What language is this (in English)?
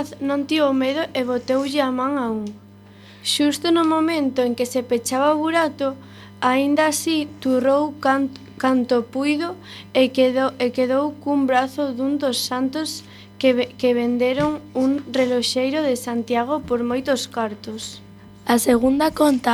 Galician